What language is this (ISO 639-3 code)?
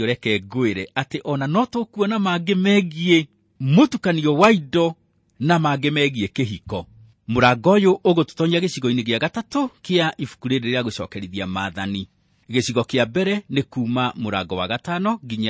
kik